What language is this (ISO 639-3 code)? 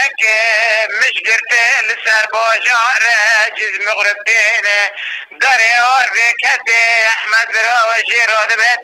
kur